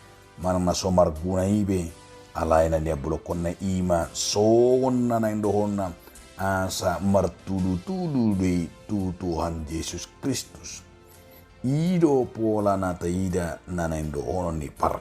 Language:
Batak Toba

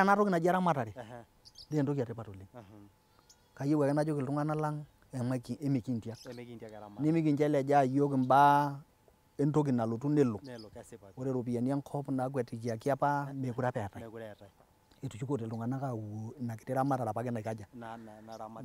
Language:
Masai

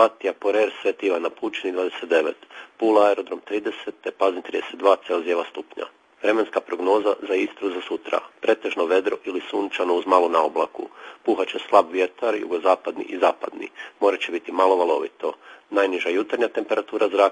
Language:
Croatian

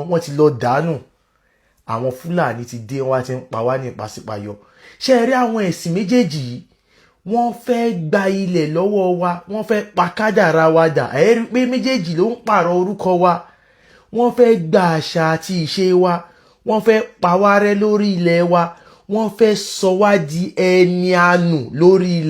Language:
Yoruba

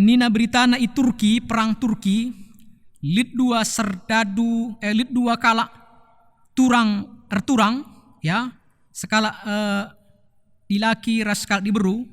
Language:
Batak Karo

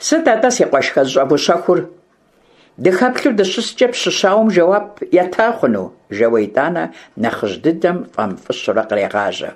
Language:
Kabardian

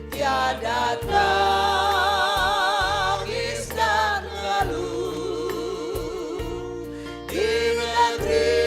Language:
Batak Simalungun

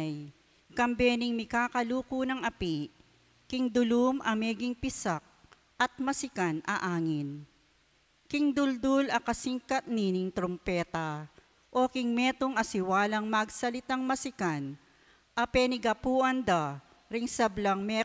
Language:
Pampanga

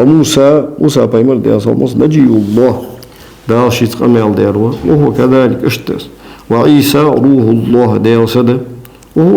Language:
Ingush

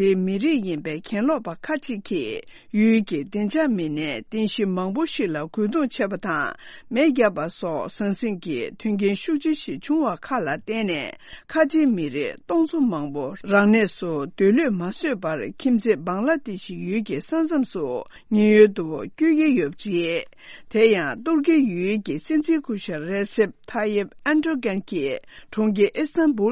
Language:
Tibetan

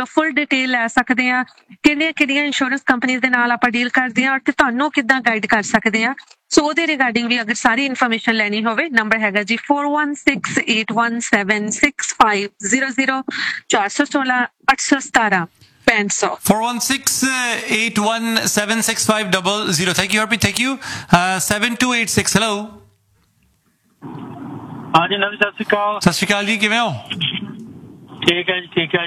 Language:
Punjabi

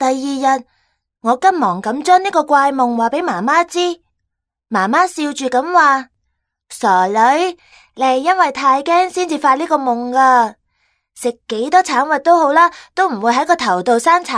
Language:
Cantonese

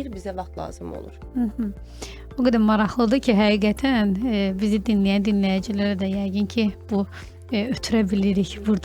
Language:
Azerbaijani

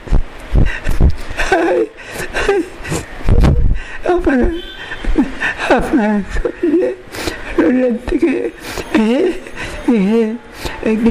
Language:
Bangla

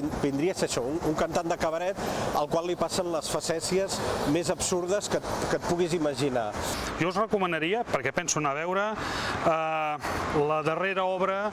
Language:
Catalan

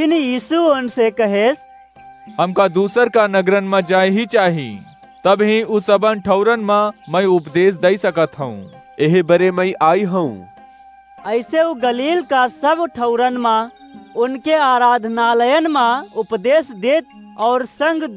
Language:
Awadhi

